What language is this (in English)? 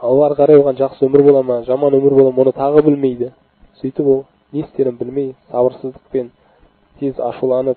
Kazakh